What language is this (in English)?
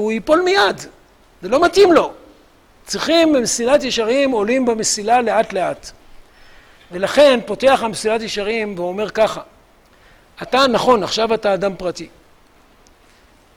Hebrew